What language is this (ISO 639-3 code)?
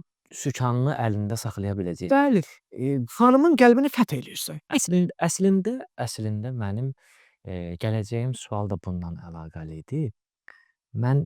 aze